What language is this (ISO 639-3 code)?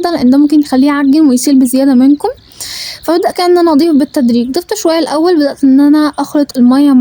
arz